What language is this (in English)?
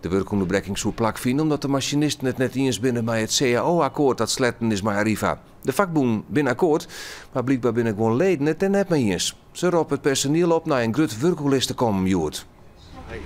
Western Frisian